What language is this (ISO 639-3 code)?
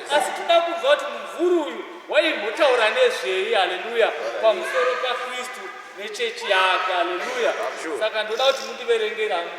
sna